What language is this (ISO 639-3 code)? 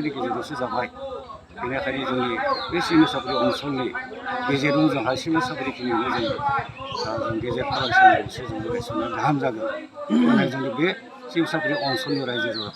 brx